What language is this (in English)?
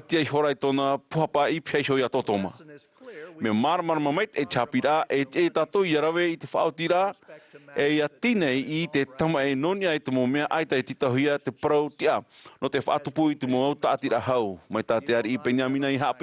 Tahitian